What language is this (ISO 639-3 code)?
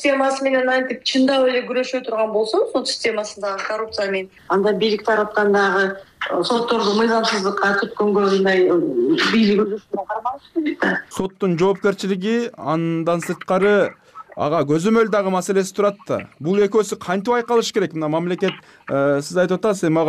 kir